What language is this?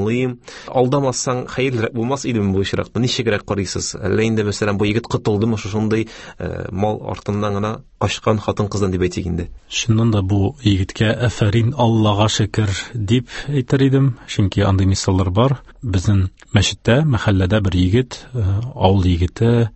Tatar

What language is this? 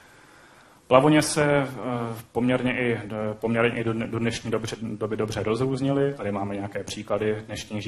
Czech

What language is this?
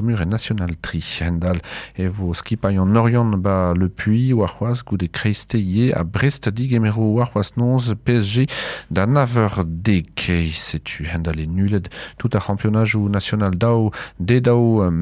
Breton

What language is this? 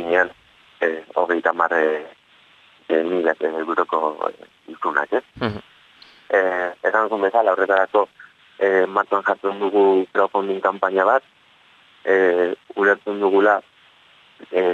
Basque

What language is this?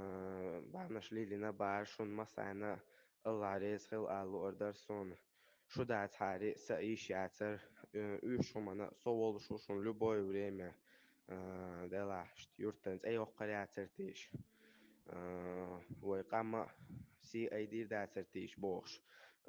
Chechen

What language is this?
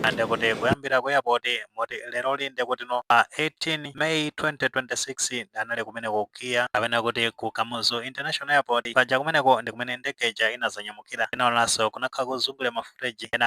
Nyanja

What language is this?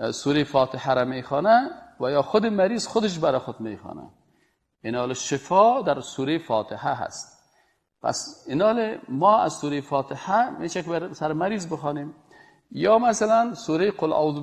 Persian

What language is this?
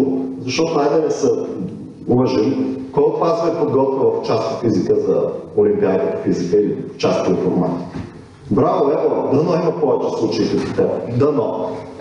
Bulgarian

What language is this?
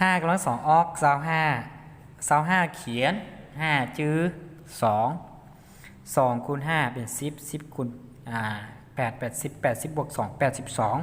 Lao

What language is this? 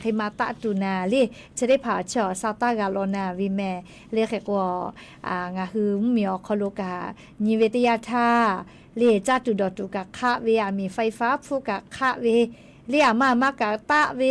Lahu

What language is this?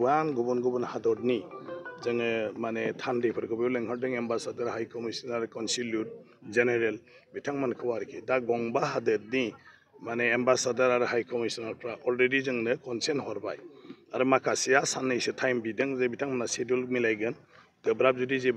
Bodo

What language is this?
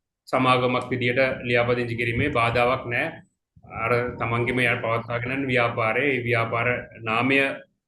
Sinhala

